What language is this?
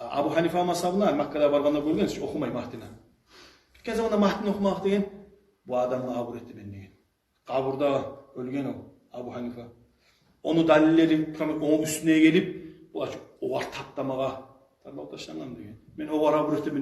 Kumyk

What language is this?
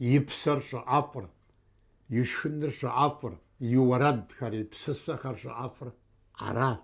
Kabardian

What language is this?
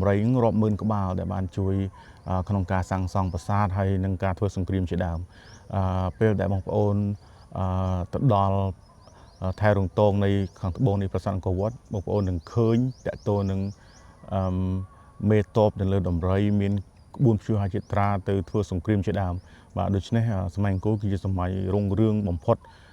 Khmer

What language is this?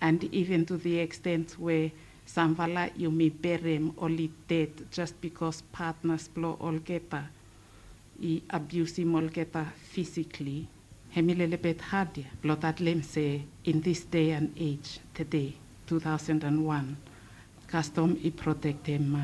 Bislama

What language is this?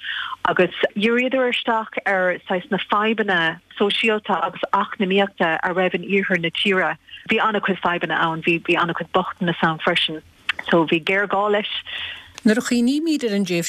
Irish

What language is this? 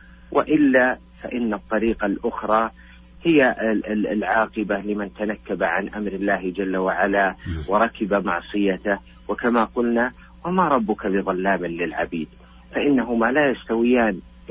Arabic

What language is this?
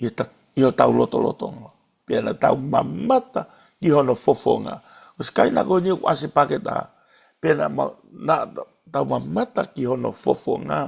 Tongan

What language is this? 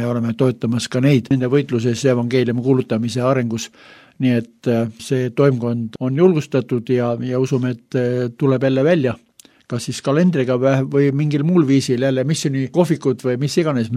Estonian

